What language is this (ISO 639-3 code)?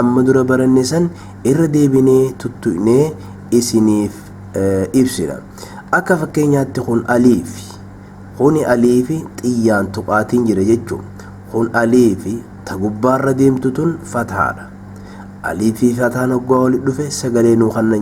orm